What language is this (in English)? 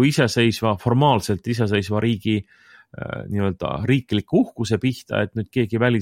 Estonian